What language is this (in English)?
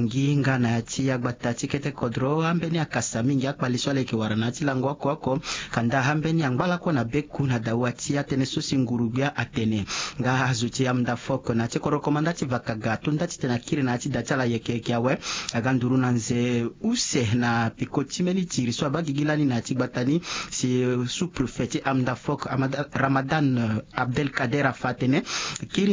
Sango